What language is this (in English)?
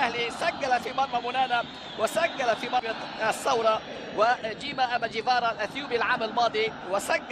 Egyptian Arabic